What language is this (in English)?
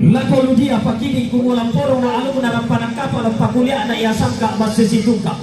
Toraja-Sa'dan